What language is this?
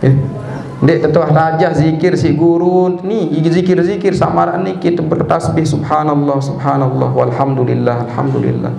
Sasak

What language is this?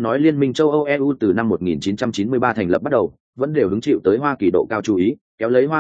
Vietnamese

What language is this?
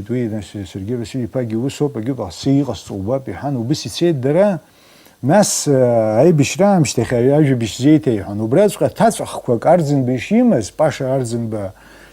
Abkhazian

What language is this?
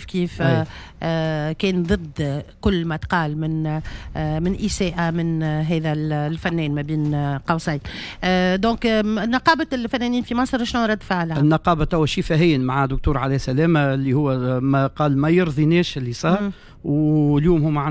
Tunisian Arabic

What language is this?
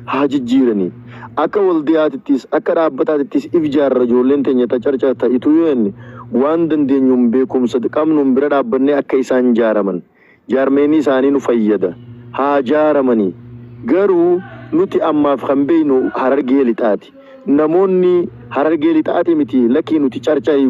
Oromo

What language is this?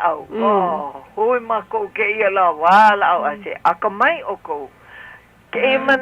Hawaiian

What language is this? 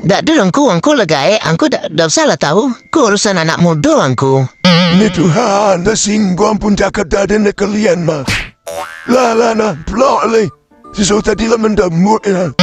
Minangkabau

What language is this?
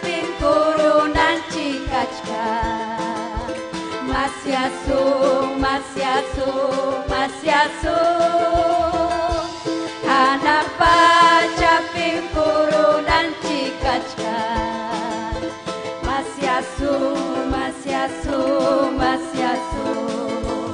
Ayacucho Quechua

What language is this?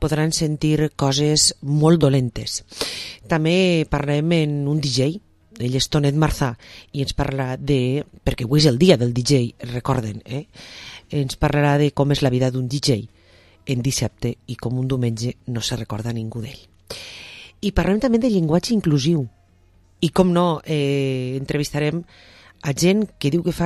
Catalan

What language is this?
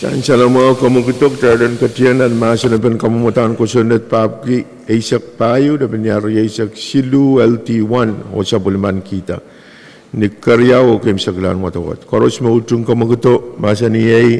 Pohnpeian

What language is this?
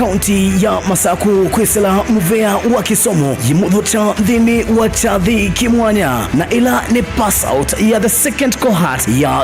Kamba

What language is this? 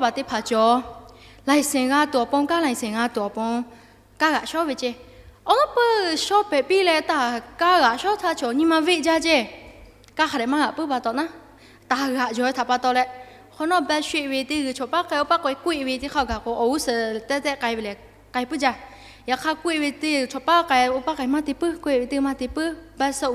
Lahu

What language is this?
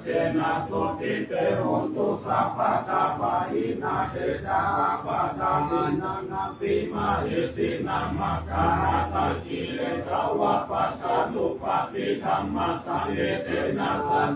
Pali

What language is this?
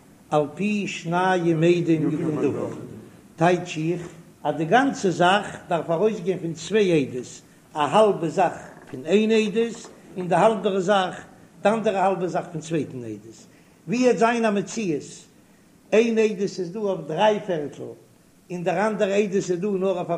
Yiddish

